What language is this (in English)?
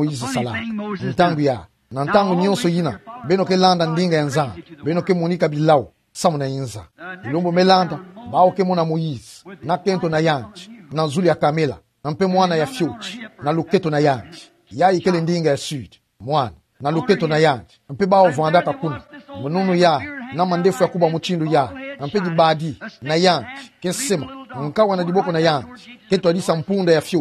Kituba (Democratic Republic of Congo)